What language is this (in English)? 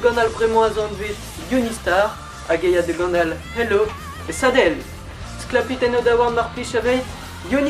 Breton